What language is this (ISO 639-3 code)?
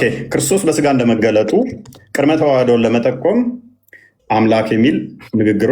amh